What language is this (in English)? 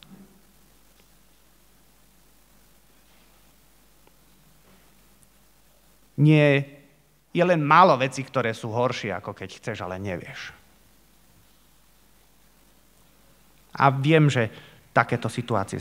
Slovak